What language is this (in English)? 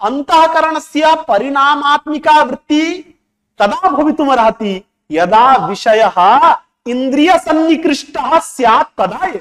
Sanskrit